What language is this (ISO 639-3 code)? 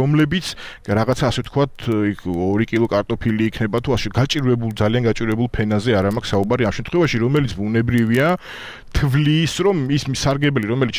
kat